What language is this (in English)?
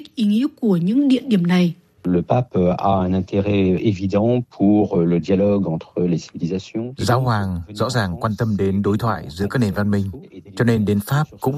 Vietnamese